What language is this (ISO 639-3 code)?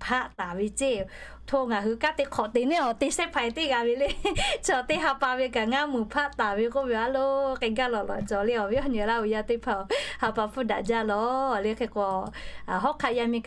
lhu